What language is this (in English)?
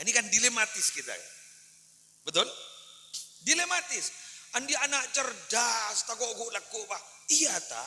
Madurese